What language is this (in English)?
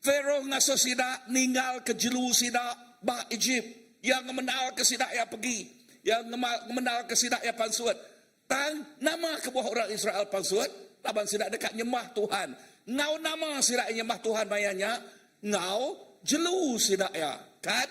Iban